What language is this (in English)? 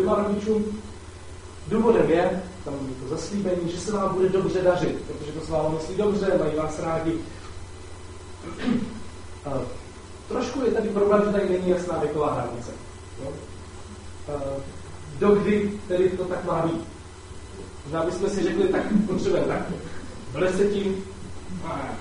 Czech